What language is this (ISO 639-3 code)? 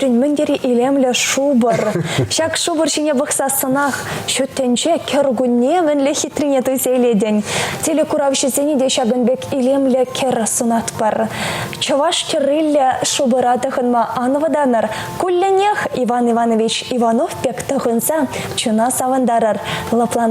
chv